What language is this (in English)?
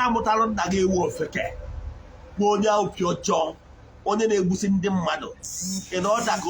Igbo